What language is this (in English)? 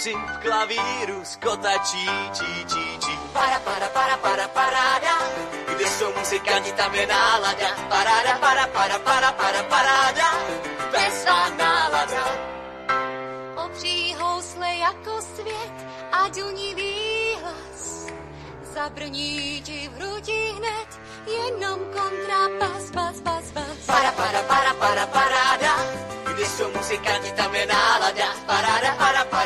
Czech